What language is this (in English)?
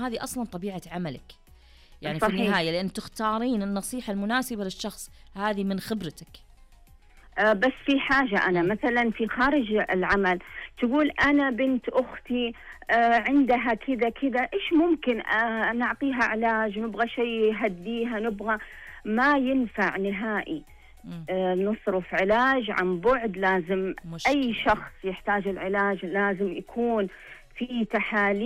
Najdi Arabic